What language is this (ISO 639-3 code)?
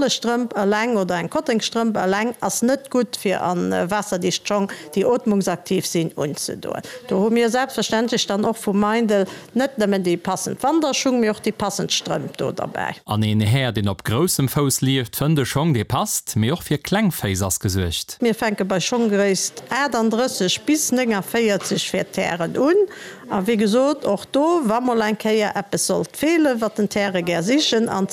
ltz